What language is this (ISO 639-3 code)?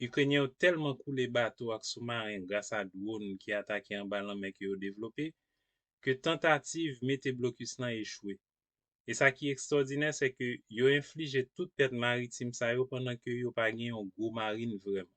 hat